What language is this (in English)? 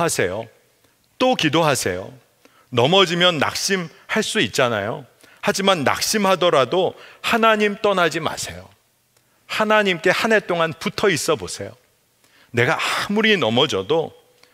Korean